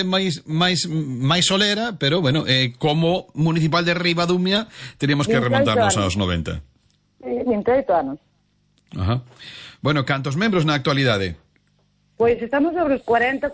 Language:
Galician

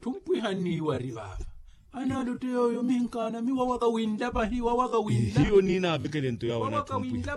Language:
Makhuwa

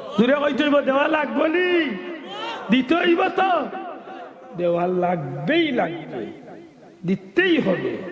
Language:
Sylheti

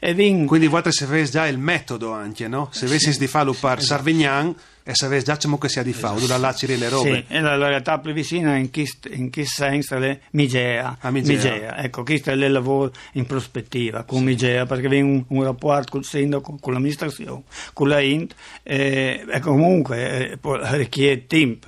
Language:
Friulian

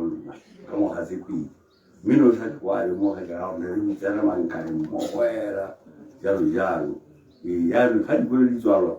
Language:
Tswana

